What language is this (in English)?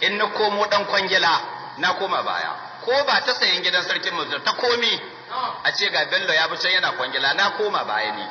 Hausa